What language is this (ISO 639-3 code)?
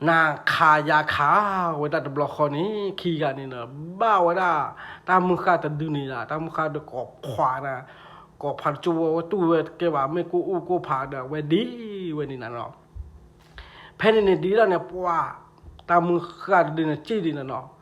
ksw